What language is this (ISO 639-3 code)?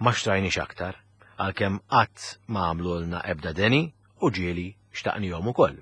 mlt